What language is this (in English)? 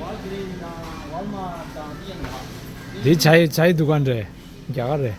Tibetan